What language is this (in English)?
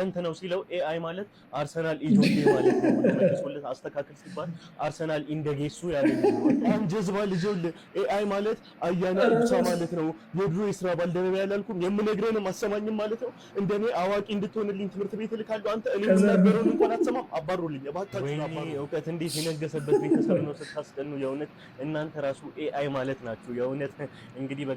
Amharic